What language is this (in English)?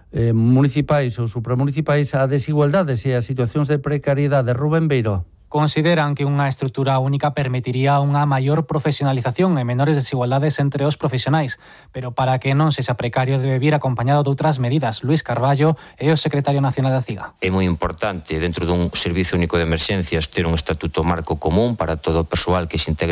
Galician